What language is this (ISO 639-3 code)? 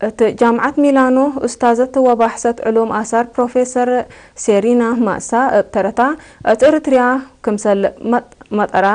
tig